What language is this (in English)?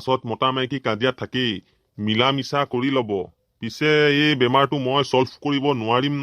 Assamese